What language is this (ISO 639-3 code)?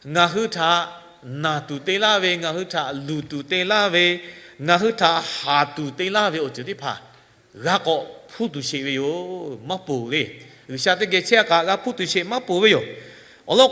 lhu